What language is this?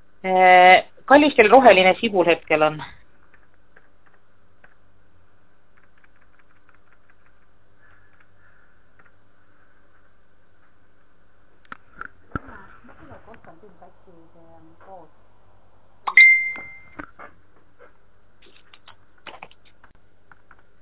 Estonian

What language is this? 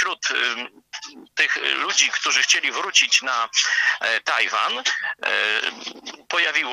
Polish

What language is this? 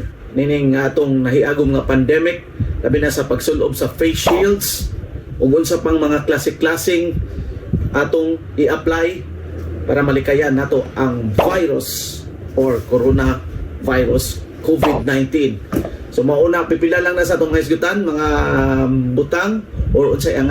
Cebuano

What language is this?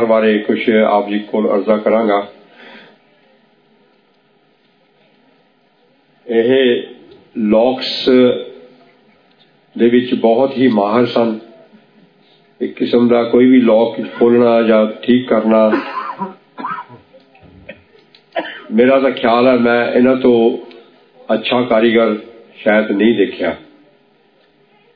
Punjabi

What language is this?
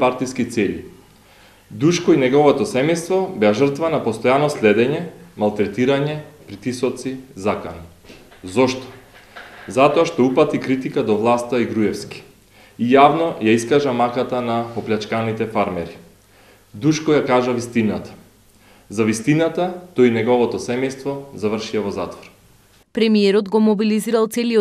Macedonian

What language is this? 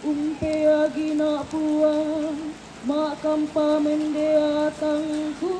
Toraja-Sa'dan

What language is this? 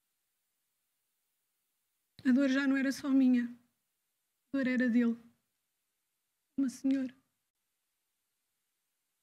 Portuguese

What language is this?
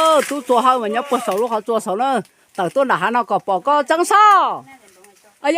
Hmong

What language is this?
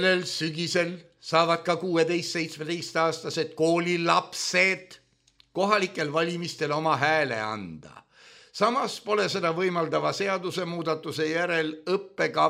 Estonian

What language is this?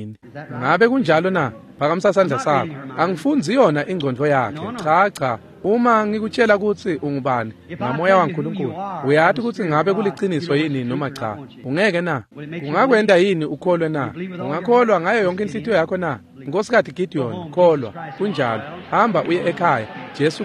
Swati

